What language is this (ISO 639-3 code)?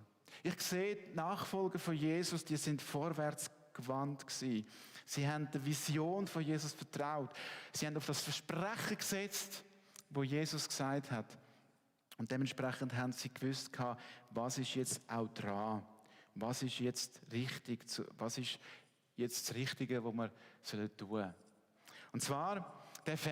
gsw